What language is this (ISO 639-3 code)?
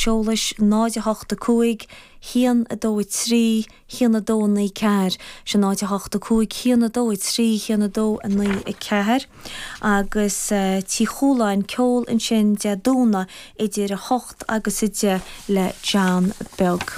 gle